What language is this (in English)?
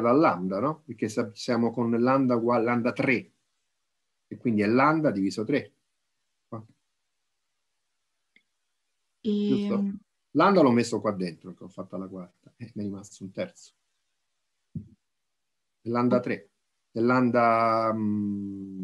Italian